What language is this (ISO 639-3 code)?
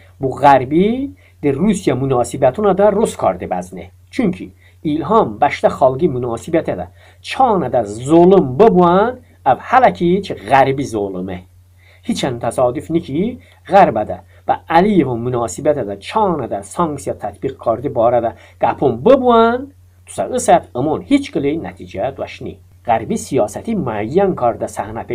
tly